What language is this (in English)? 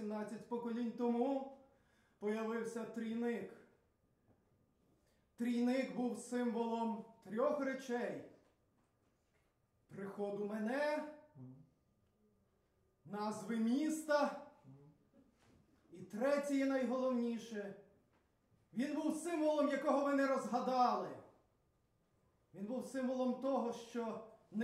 Ukrainian